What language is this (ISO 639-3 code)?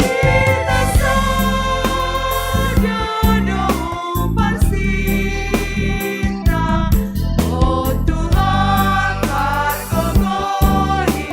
bts